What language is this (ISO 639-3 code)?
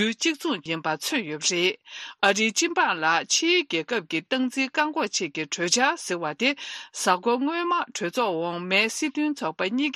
bod